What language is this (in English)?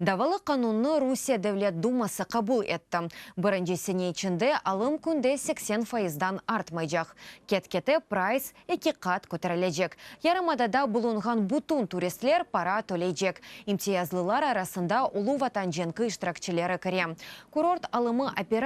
Crimean Tatar